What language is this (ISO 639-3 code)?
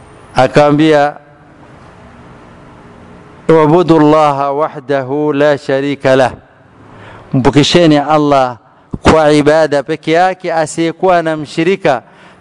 swa